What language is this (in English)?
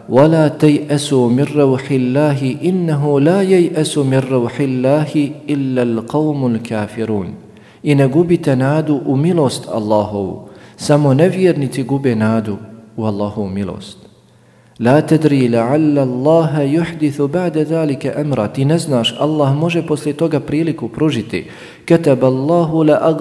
Bosnian